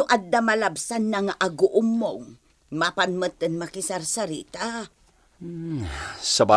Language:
Iloko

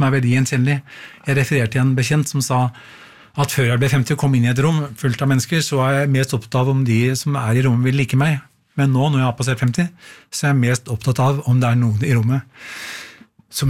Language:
Norwegian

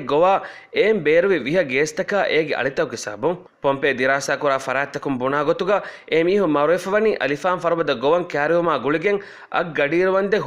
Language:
Divehi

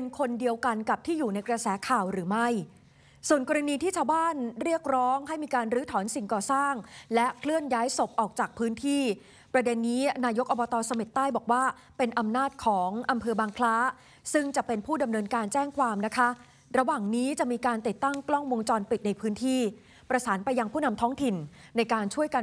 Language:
Thai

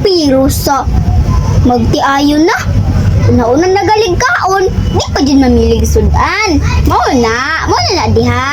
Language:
Cebuano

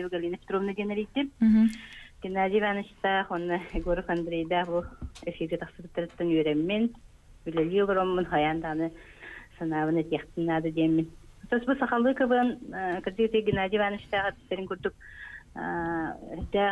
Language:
Yakut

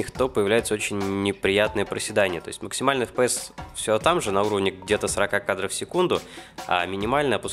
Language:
Russian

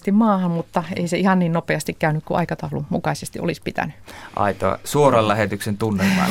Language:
Finnish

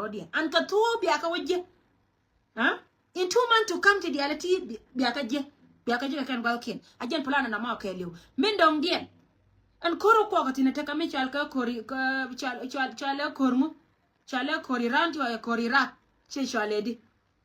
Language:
Nuer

